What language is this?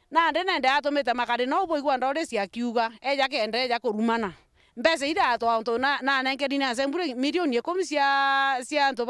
Meru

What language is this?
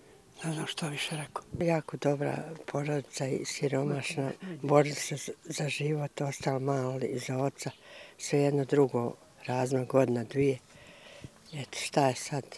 Bosnian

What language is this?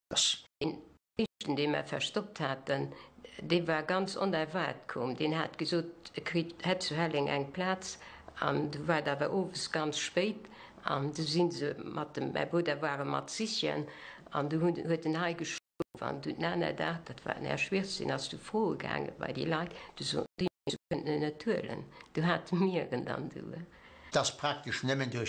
Luxembourgish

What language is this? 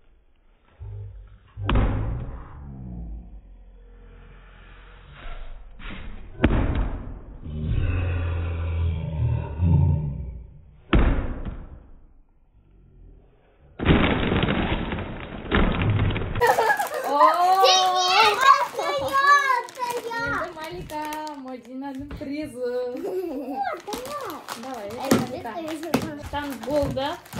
Kazakh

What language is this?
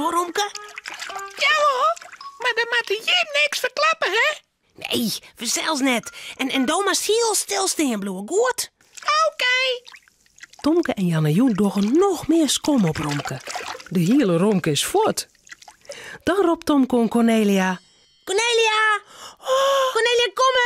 Western Frisian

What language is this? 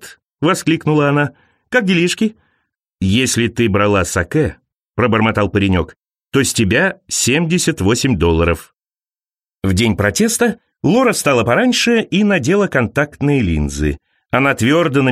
Russian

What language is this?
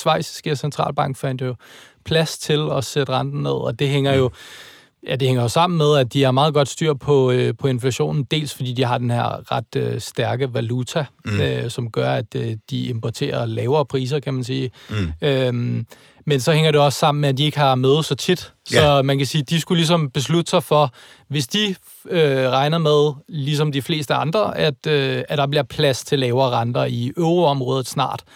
Danish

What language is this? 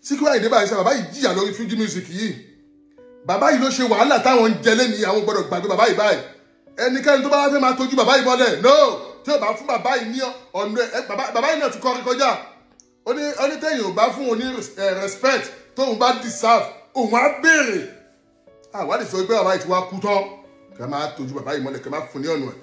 Yoruba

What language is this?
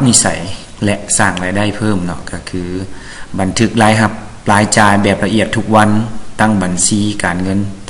Lao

